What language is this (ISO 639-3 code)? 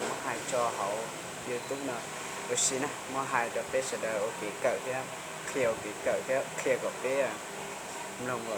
hmn